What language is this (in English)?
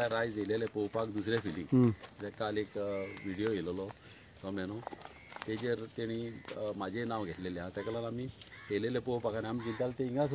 Konkani